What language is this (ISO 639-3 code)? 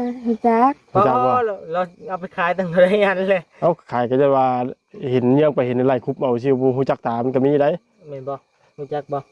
lao